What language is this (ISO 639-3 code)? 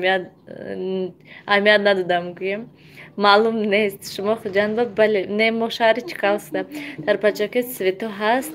tgk